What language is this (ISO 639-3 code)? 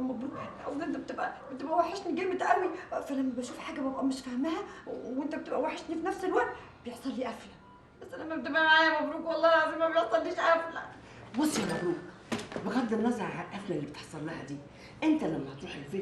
arz